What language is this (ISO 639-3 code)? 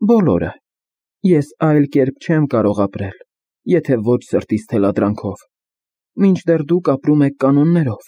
hye